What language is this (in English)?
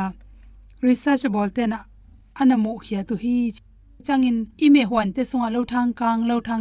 Tedim Chin